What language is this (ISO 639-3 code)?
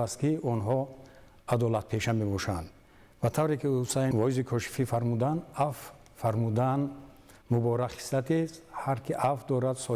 tgk